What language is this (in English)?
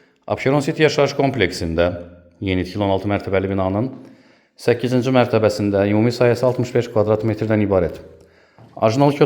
Azerbaijani